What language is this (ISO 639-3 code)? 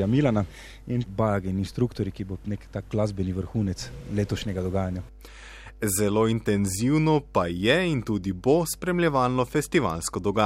slv